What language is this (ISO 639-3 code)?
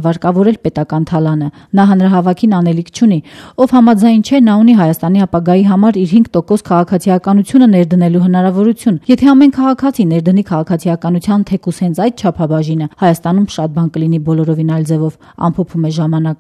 hye